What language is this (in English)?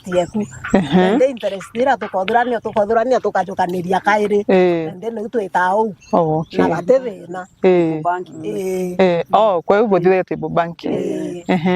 Meru